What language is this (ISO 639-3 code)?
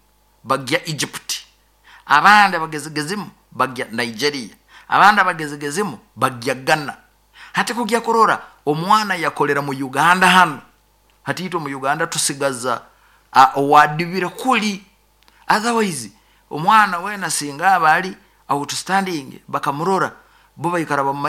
nyo